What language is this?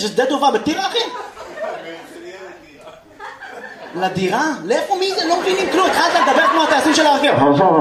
Hebrew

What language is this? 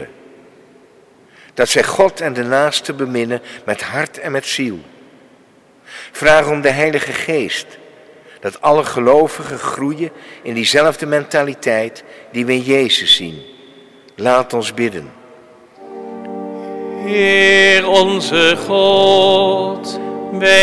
Dutch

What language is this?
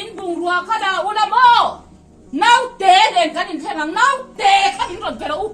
Mizo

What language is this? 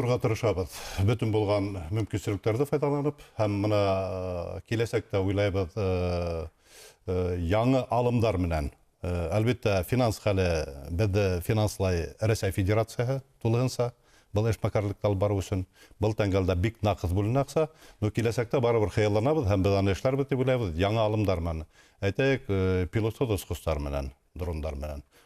Bashkir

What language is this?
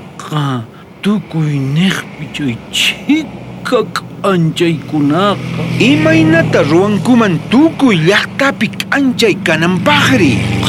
South Bolivian Quechua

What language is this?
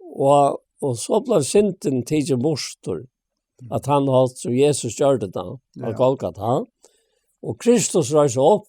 Faroese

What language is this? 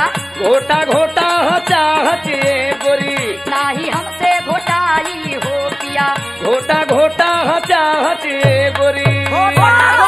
Bhojpuri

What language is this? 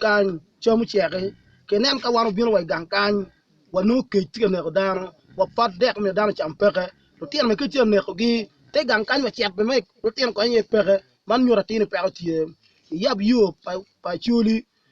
Acoli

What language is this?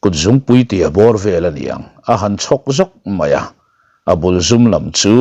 Mizo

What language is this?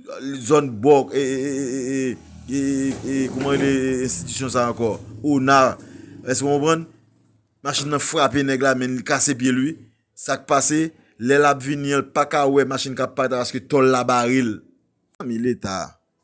Haitian Creole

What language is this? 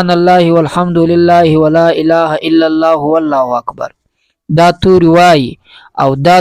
Pashto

